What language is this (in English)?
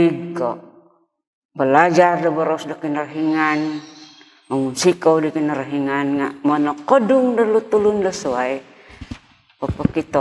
Central Dusun